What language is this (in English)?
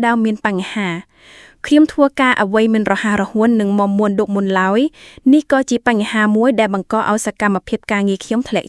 Khmer